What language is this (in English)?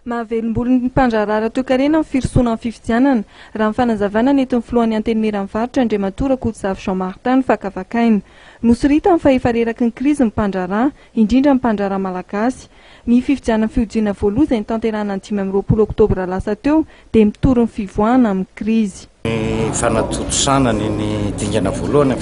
Malagasy